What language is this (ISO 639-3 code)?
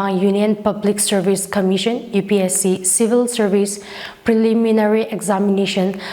nmf